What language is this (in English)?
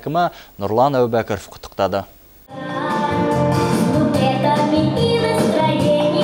Kazakh